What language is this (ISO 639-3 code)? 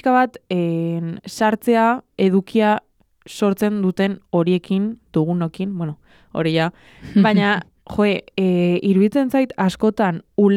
eus